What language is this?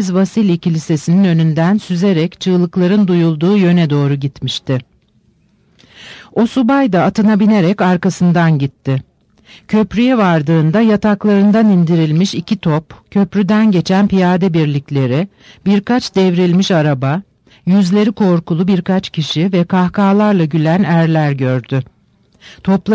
Turkish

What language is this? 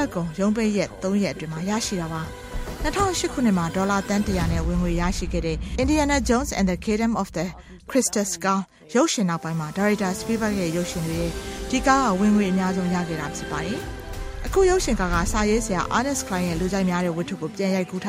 Burmese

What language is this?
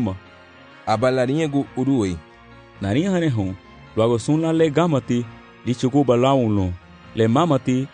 Garifuna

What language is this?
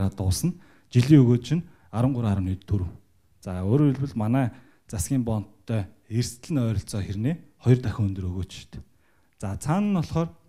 Mongolian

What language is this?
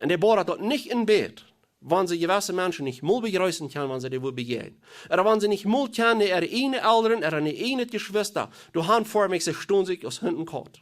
Plautdietsch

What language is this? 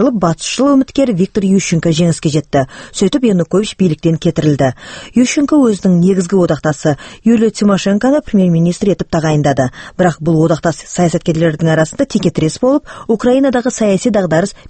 Kazakh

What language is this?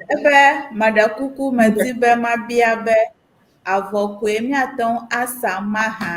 Ewe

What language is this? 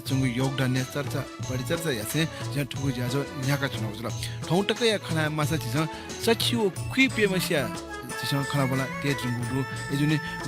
Newari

